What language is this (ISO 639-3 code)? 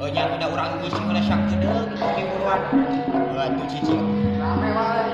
sun